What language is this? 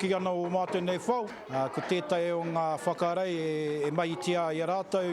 Māori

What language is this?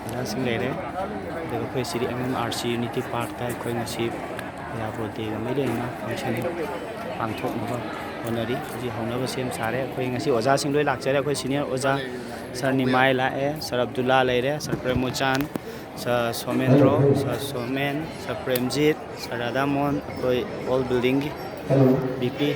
Manipuri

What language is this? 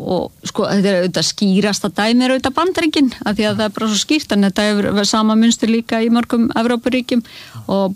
Icelandic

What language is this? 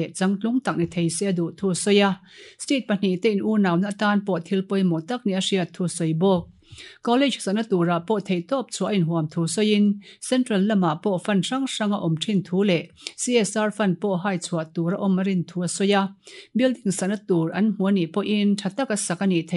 Mizo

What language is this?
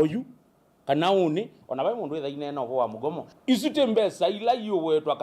Kamba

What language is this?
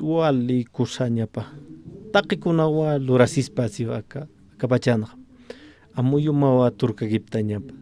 Aymara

